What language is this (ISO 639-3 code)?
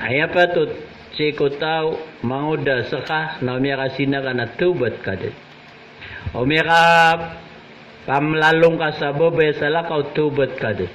mrw